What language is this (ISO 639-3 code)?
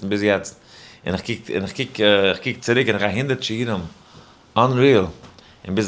yid